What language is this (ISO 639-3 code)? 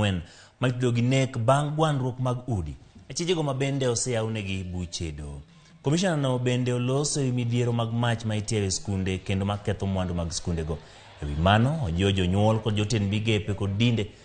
luo